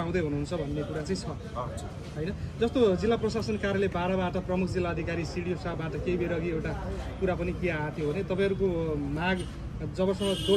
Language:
Nepali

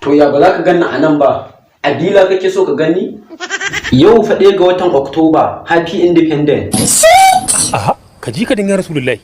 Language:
Hausa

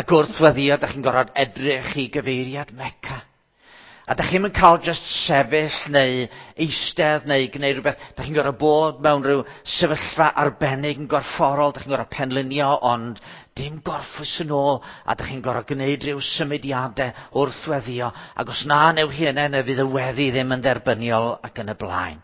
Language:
Welsh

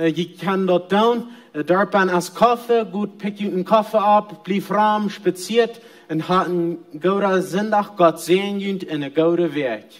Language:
Plautdietsch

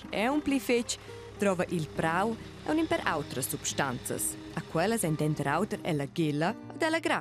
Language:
Romansh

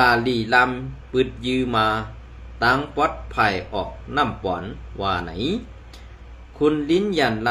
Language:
Shan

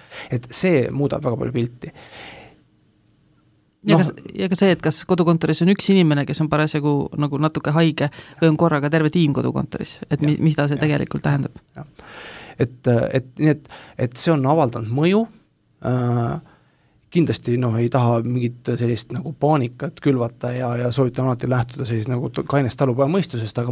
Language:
Estonian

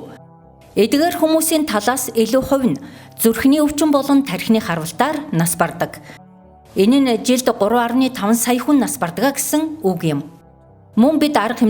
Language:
Mongolian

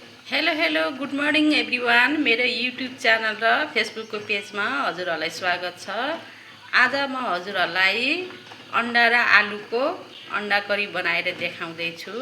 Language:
Nepali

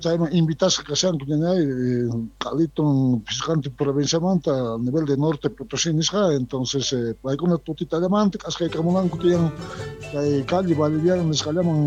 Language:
South Bolivian Quechua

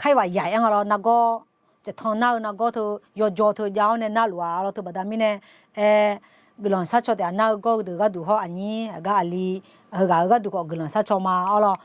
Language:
Akha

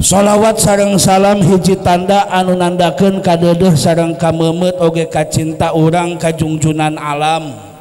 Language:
Sundanese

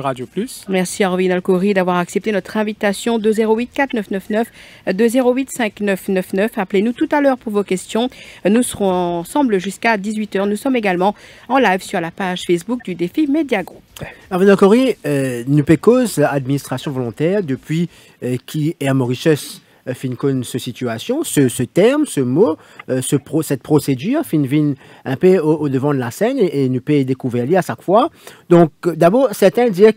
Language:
French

